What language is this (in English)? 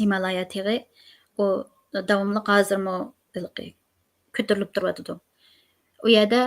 Uyghur